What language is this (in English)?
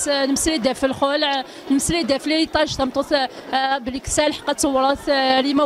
Kabyle